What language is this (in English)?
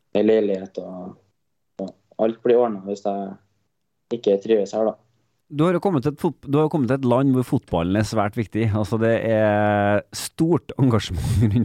Norwegian